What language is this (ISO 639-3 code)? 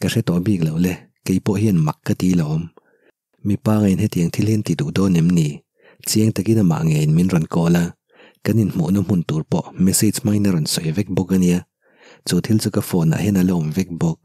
lus